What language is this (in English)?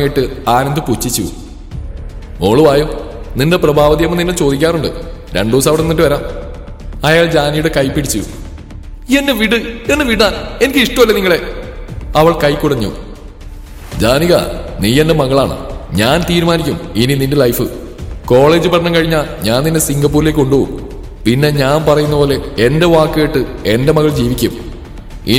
Malayalam